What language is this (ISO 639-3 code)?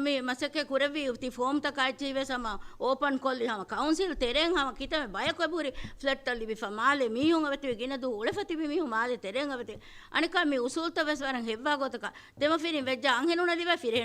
div